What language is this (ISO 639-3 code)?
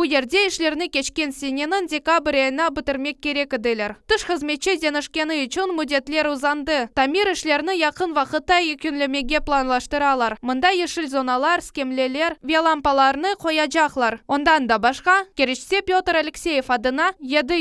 crh